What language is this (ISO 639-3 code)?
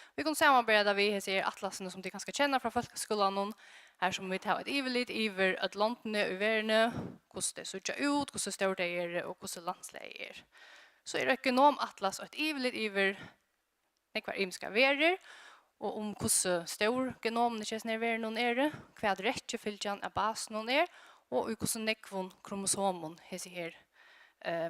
fao